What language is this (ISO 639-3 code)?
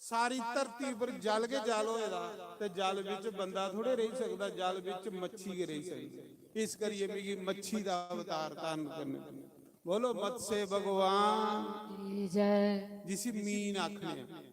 doi